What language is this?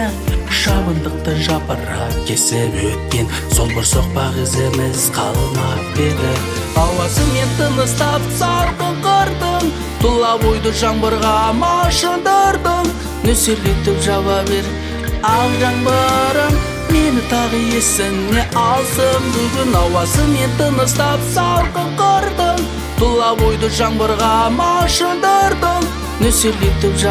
Kazakh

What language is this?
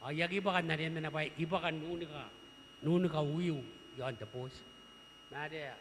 Gilbertese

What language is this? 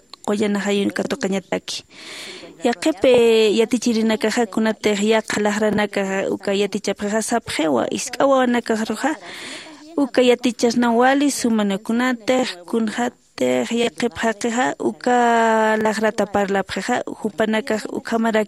Aymara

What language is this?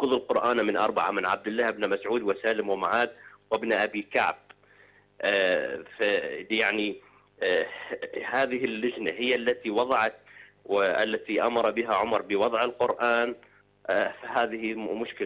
Arabic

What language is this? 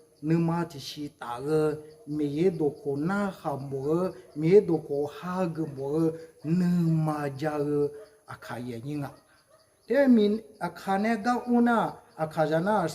Akha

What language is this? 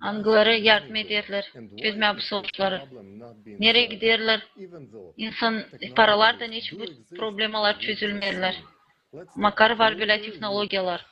Gagauz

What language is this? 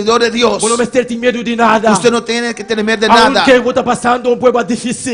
Papiamento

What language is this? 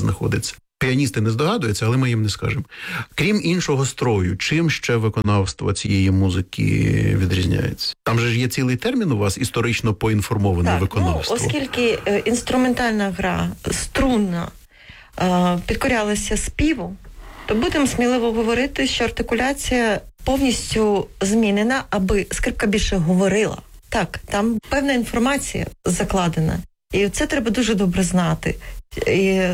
Ukrainian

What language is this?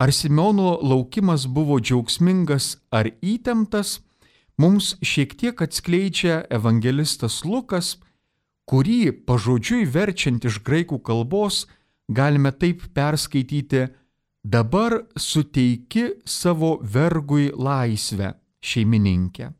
Lithuanian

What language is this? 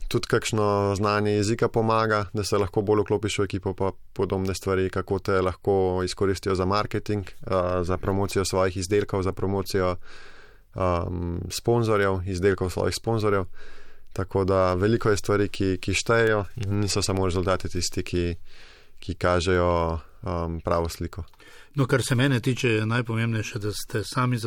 Slovenian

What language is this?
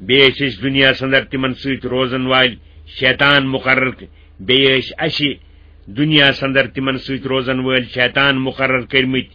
Kashmiri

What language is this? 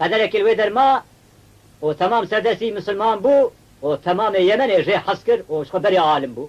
Kurdish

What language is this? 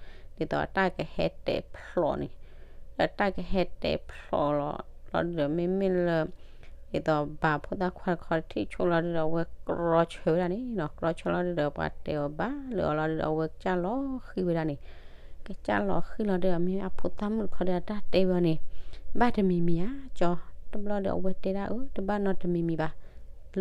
S'gaw Karen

